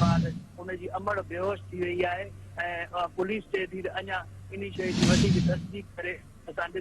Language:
Sindhi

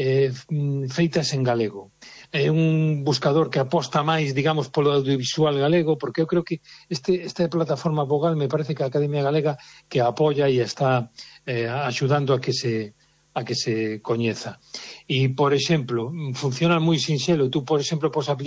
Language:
Galician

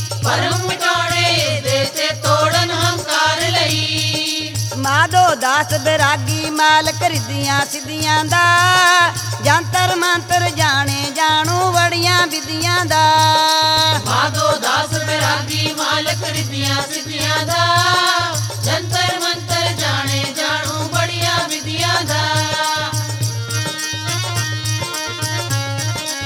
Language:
Punjabi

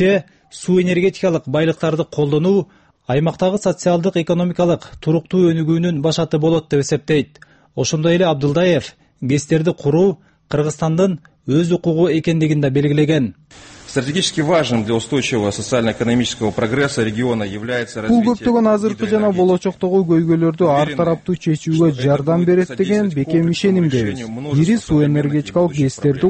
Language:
Kyrgyz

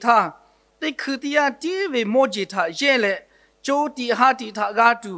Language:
Lahu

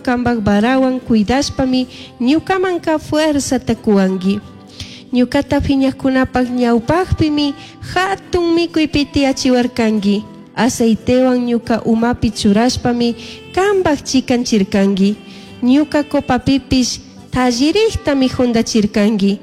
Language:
Chimborazo Highland Quichua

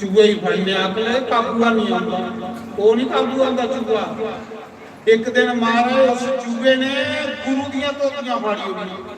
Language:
Dogri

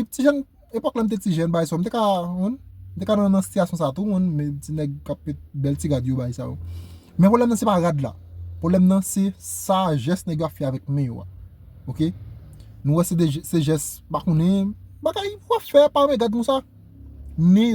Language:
Haitian Creole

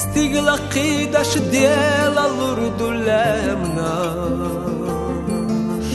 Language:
Chechen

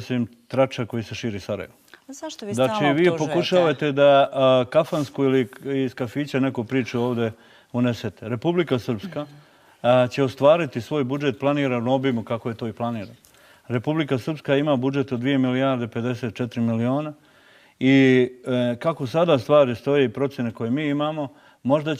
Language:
Bosnian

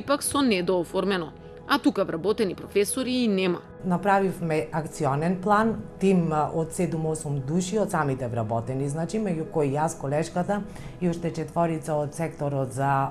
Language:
Macedonian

